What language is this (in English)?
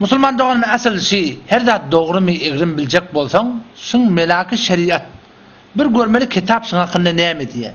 Turkmen